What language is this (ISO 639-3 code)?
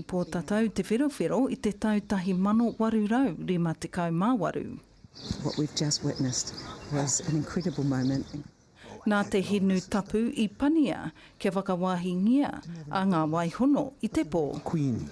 mri